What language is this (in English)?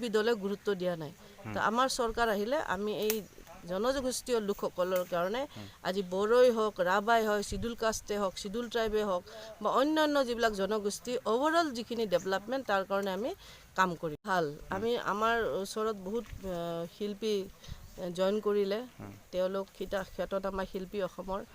Assamese